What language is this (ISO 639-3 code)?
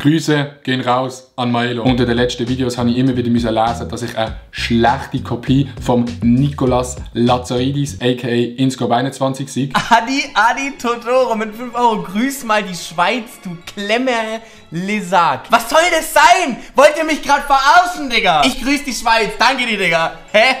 gsw